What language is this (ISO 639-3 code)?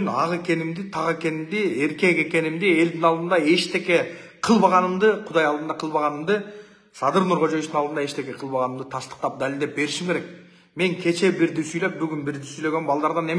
kir